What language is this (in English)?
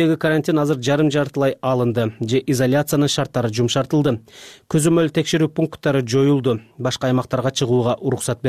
Kyrgyz